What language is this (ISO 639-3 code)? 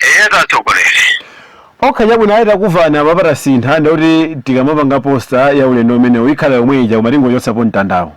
nya